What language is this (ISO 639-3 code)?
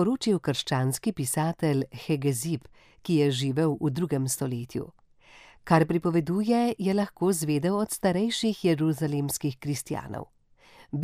slv